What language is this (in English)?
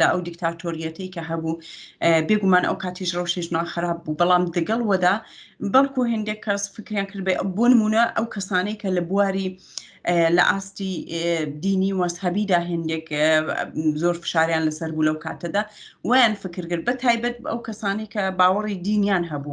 Central Kurdish